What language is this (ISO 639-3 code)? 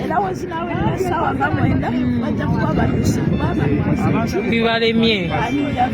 lug